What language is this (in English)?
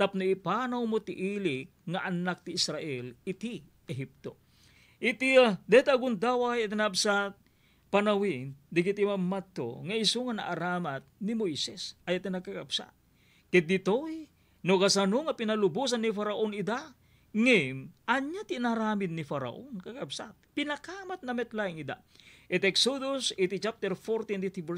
Iloko